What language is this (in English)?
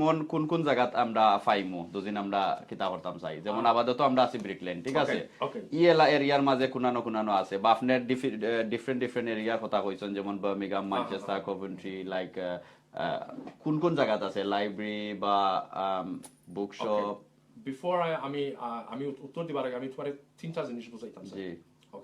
Sylheti